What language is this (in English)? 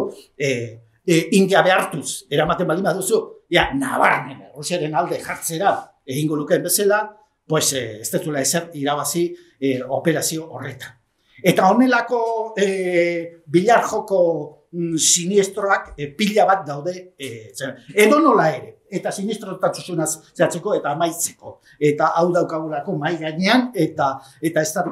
Basque